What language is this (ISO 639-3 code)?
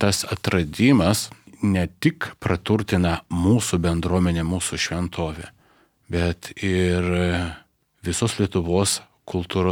lit